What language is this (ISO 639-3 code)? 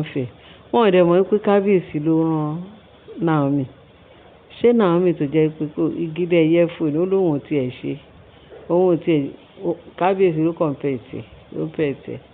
yor